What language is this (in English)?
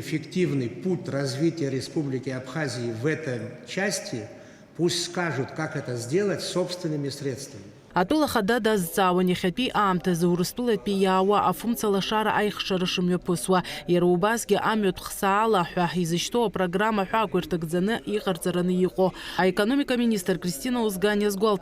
Abkhazian